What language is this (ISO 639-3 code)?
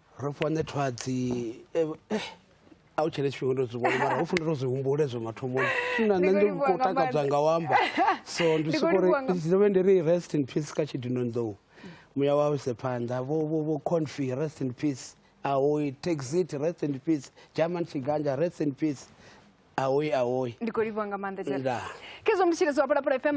ven